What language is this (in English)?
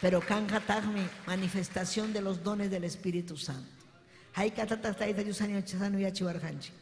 Ayacucho Quechua